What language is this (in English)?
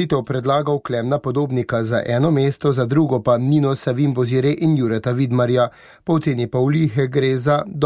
Slovenian